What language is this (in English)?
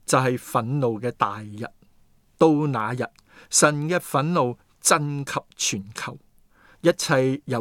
Cantonese